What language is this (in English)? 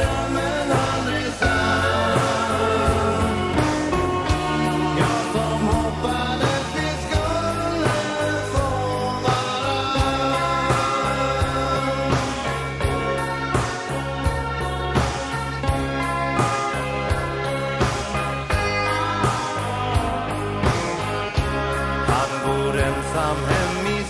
Swedish